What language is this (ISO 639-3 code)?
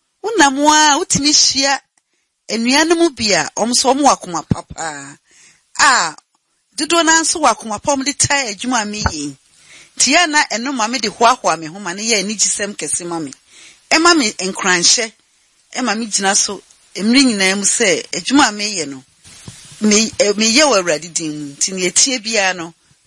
aka